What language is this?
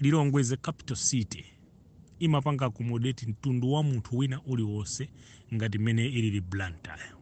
Nyanja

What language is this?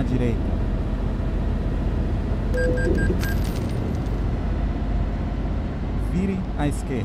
Portuguese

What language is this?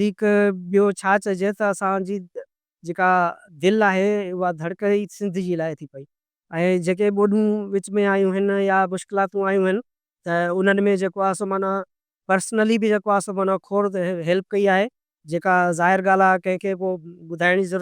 Sindhi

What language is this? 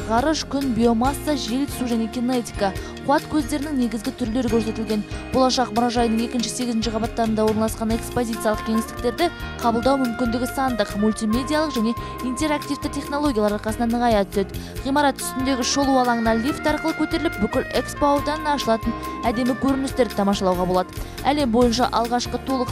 Kazakh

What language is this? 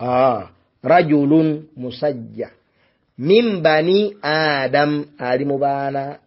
Ganda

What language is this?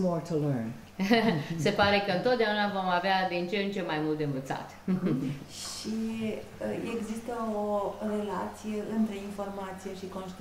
Romanian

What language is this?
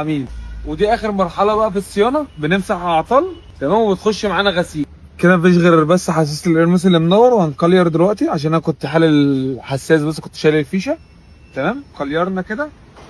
Egyptian Arabic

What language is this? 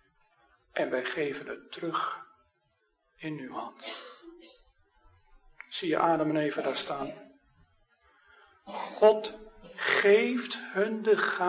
Dutch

